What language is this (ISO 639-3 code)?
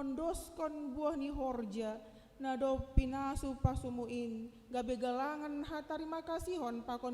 bts